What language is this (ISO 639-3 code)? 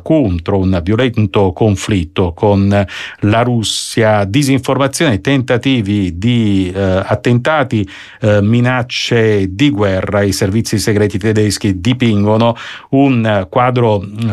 ita